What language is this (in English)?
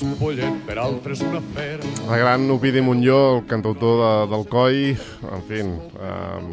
Catalan